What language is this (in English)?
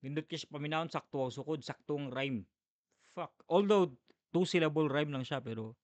Cebuano